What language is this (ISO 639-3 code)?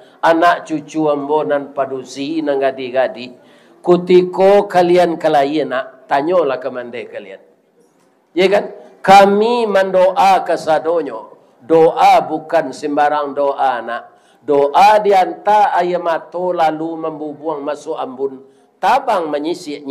min